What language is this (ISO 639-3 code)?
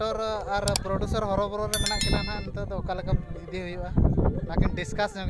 sat